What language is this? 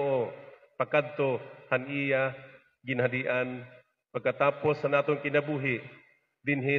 Waray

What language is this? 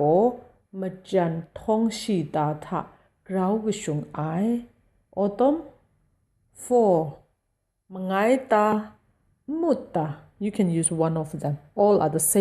Kachin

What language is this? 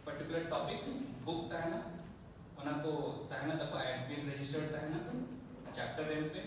Santali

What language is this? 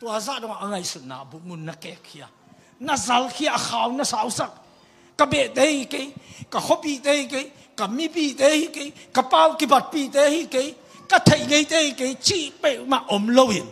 Tedim Chin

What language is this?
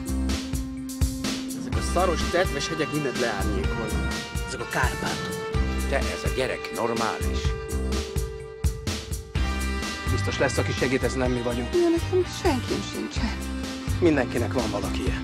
Hungarian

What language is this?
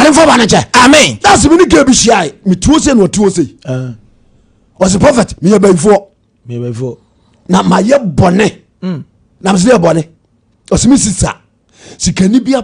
Akan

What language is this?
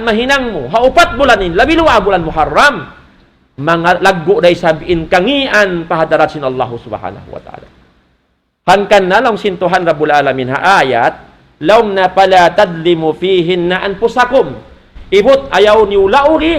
Tausug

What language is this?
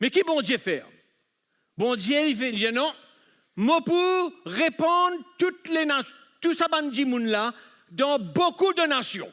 Morisyen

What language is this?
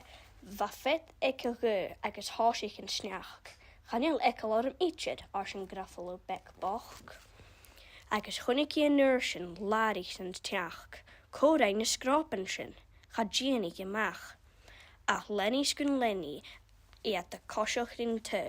Scottish Gaelic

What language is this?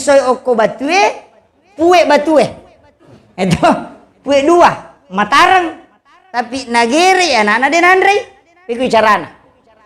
Buginese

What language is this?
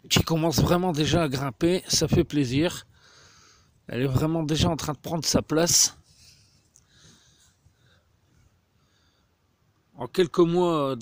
French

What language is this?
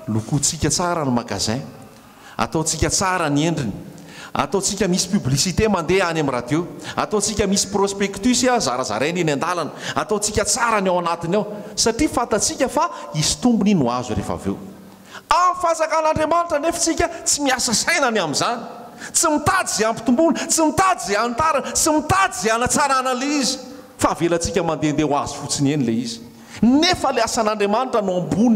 Malagasy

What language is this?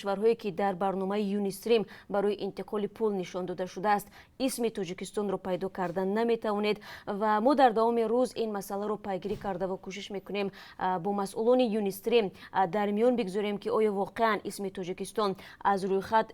Tajik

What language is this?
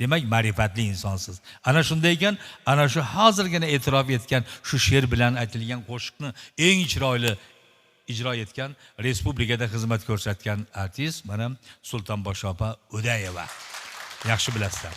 Uzbek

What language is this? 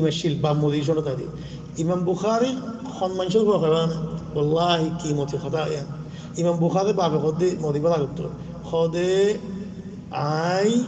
Rohingya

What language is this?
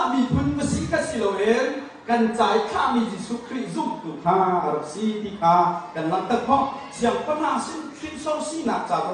Hakha Chin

